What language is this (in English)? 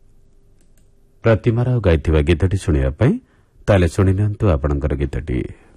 Odia